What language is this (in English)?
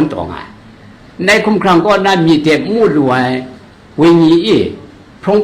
Kachin